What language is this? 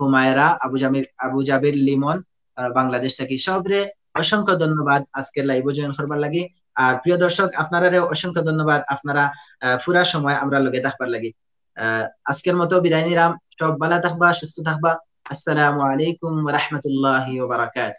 Sylheti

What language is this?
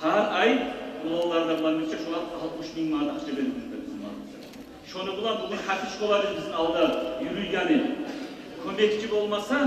Kumyk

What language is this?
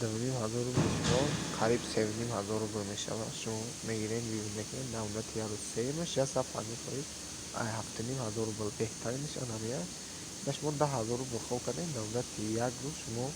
Tajik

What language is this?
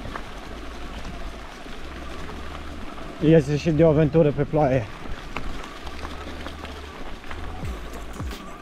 Romanian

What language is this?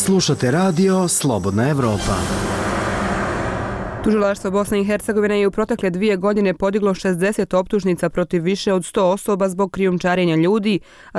Bosnian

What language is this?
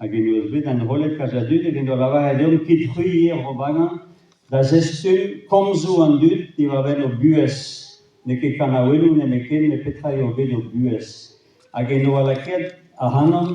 Breton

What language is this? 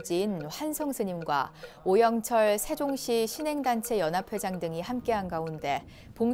Korean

